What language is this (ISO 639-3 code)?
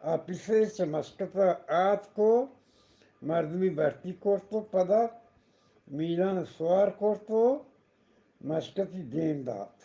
bgp